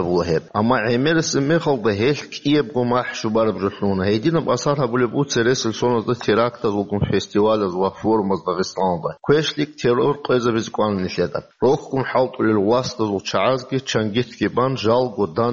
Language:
Avaric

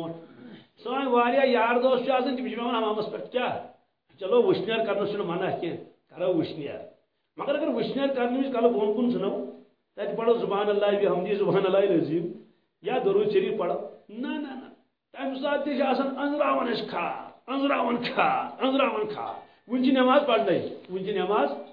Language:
Kashmiri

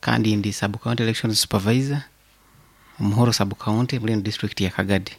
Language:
Nyankole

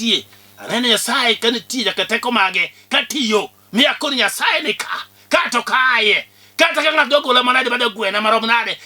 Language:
Luo (Kenya and Tanzania)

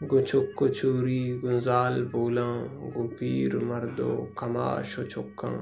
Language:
Baluchi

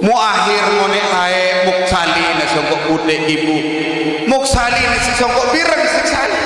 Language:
Sasak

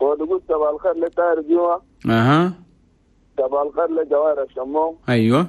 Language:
Chadian Arabic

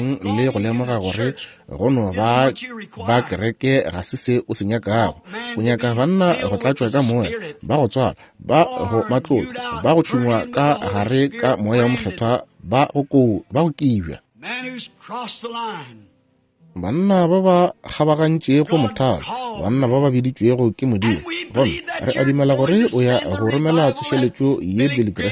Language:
Northern Sotho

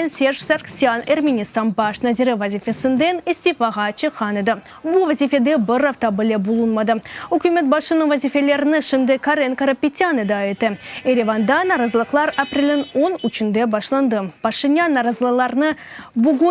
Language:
Crimean Tatar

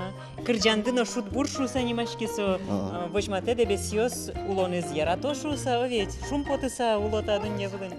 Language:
Udmurt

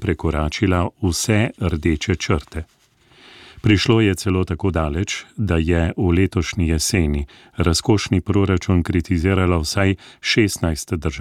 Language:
Slovenian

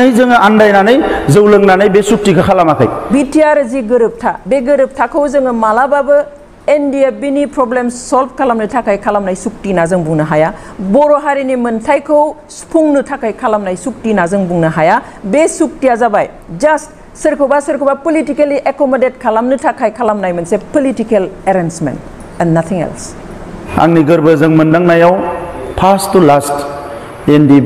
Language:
Bodo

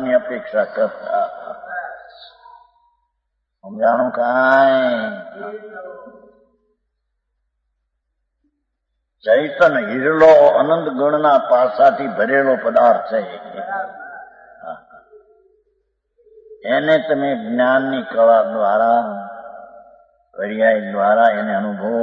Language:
Gujarati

